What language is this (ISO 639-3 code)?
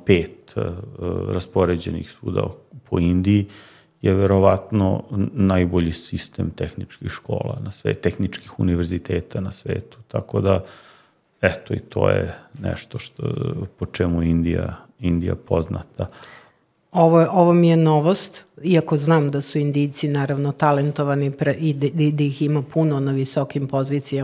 srp